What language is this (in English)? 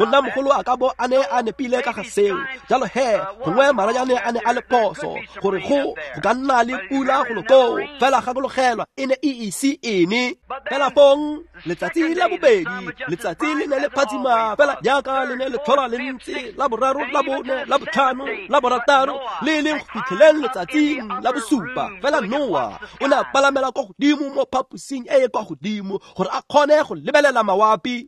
Tswana